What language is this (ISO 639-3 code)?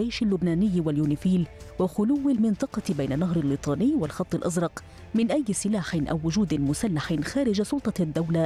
ara